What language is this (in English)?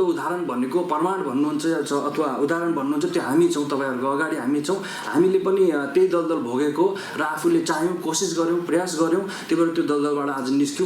Nepali